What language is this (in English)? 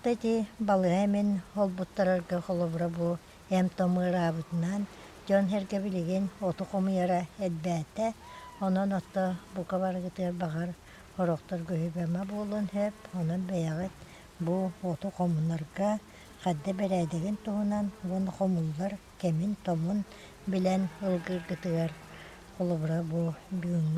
Yakut